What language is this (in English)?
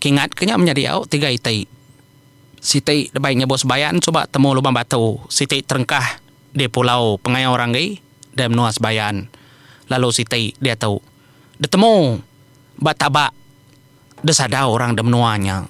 Iban